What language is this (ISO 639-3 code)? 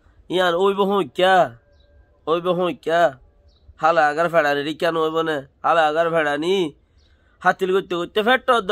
rhg